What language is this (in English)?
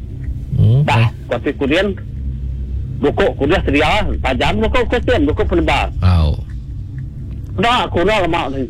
Malay